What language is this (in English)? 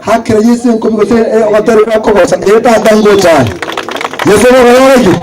Gusii